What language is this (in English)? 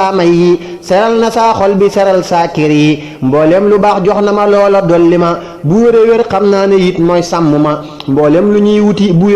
Wolof